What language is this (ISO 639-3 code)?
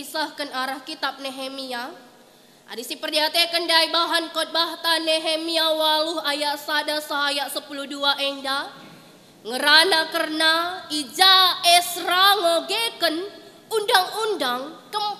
btx